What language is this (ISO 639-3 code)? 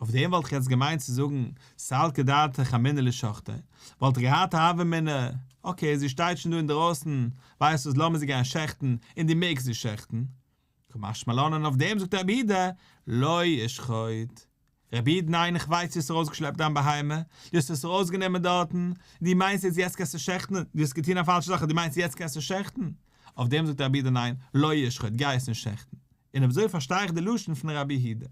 yid